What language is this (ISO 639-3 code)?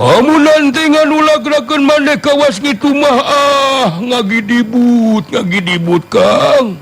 sun